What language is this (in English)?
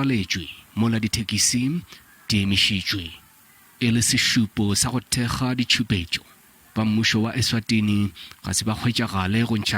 Northern Sotho